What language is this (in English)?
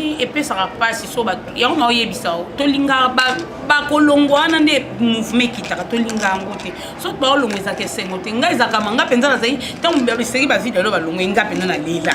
Lingala